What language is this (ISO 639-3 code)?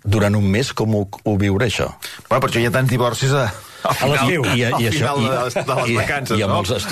cat